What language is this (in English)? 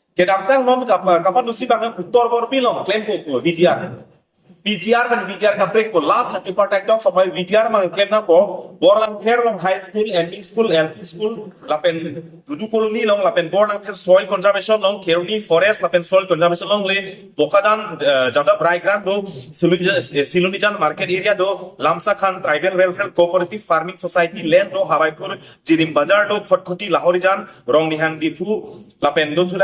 Karbi